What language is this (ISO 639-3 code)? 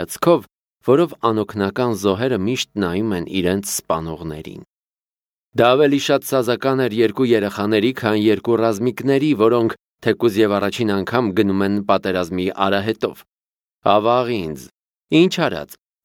hye